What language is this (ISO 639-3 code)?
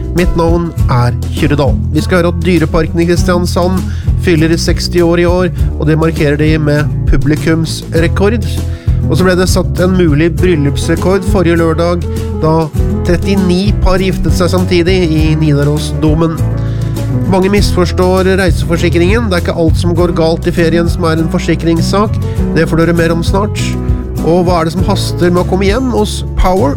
nor